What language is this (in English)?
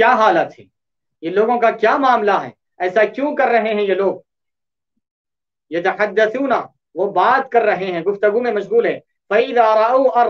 Urdu